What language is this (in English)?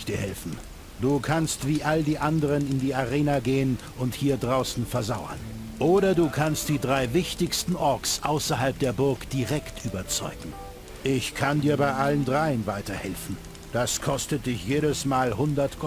Bavarian